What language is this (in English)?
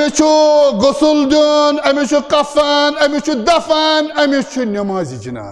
Kashmiri